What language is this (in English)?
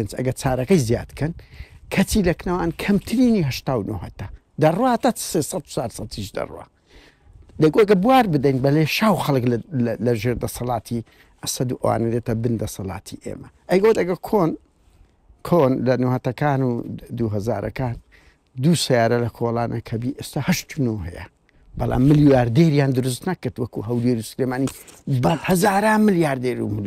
Central Kurdish